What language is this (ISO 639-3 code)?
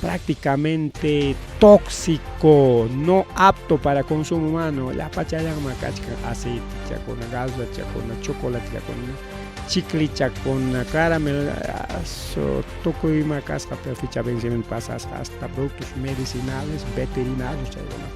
quy